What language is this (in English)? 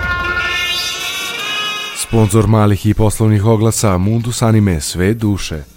Serbian